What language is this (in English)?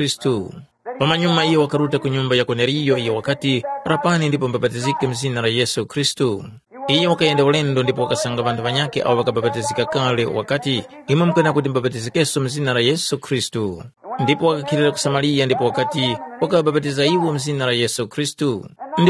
Tumbuka